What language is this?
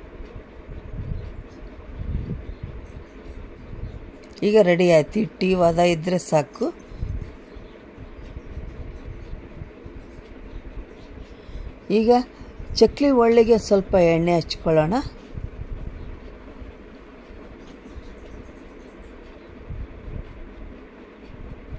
Kannada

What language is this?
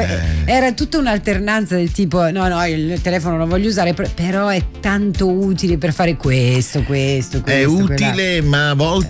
Italian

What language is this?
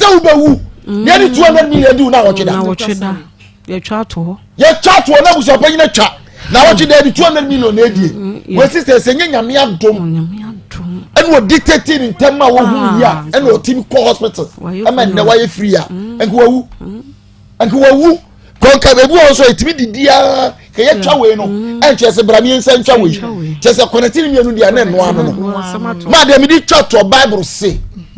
Akan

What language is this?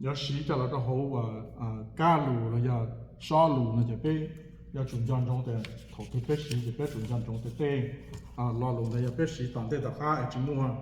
Hmong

